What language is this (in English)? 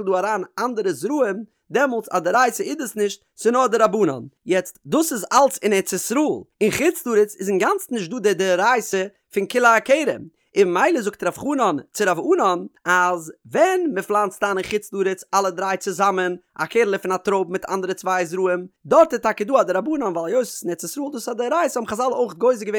Yiddish